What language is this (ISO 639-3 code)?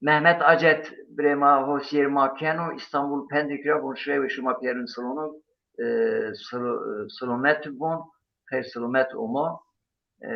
zza